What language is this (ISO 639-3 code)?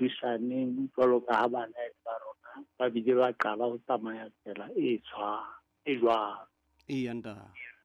sot